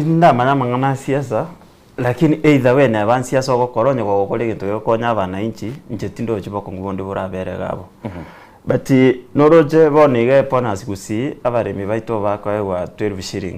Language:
Gusii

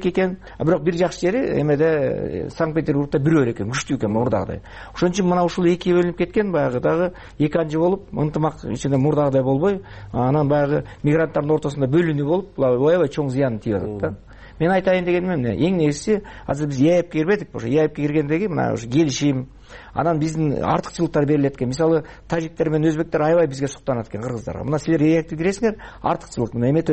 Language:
Kyrgyz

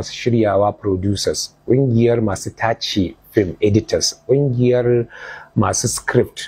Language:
Hausa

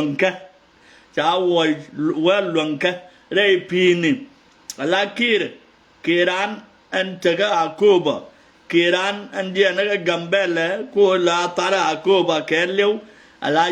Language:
Nuer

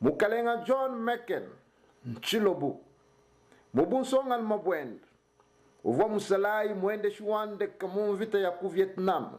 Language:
Luba-Lulua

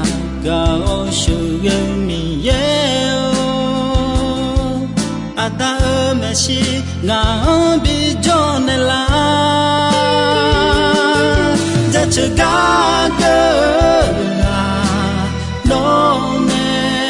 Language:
Akha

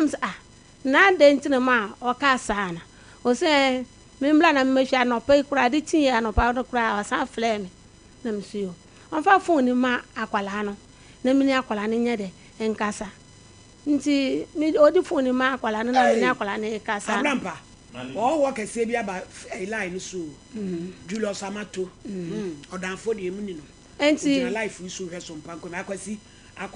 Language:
Akan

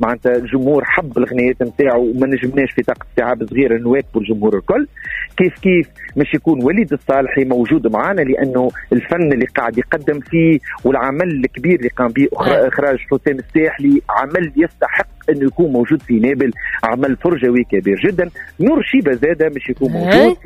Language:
Tunisian Arabic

